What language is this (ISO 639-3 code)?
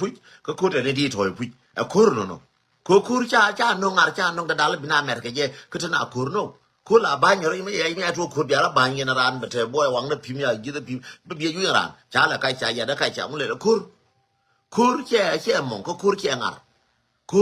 nus